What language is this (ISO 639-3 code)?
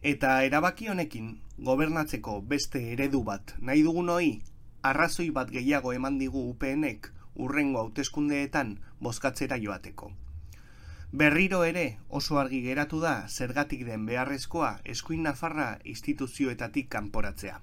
eus